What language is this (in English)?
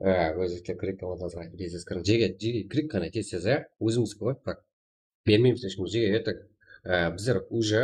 Kara-Kalpak